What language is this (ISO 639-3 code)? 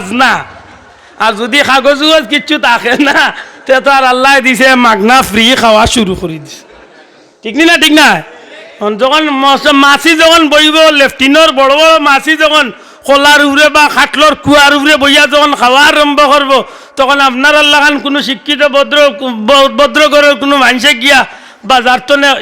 syl